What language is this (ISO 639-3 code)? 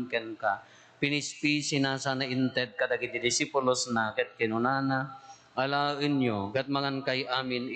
ilo